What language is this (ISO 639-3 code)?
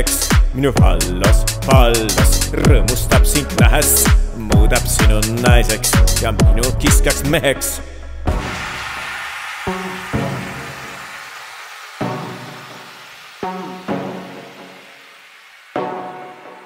est